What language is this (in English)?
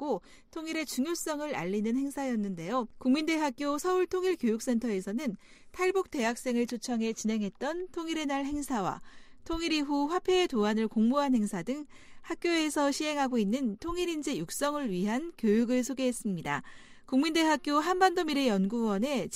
Korean